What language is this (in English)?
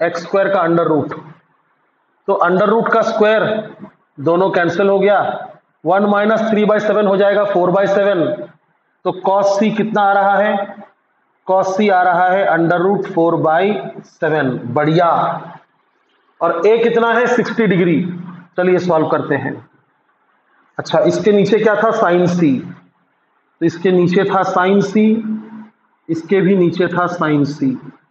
Hindi